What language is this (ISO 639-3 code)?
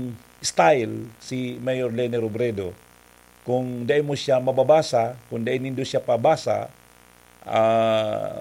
bik